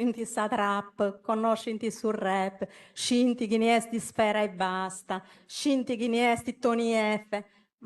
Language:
Sardinian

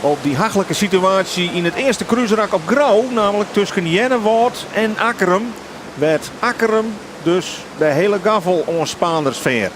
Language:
Western Frisian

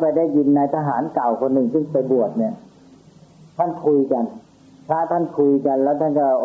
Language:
Thai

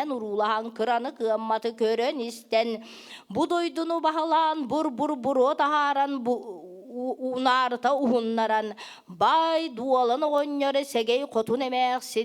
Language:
Yakut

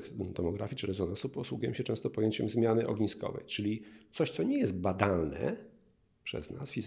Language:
Polish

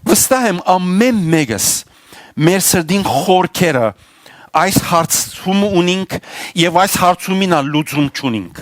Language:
Western Armenian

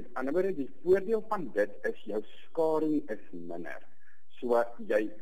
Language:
Afrikaans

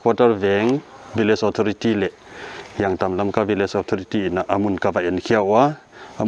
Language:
Paite Chin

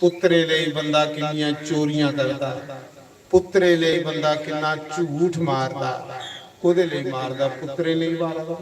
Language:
Dogri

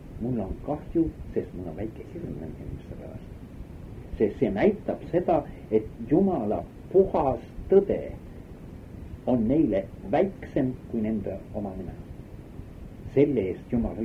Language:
Estonian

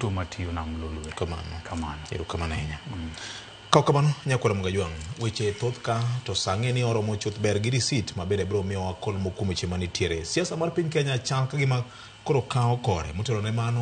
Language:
Luo (Kenya and Tanzania)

